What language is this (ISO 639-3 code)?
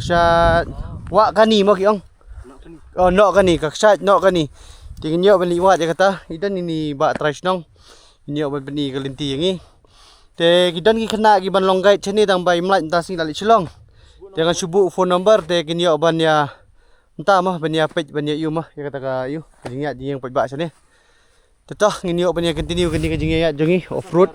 kha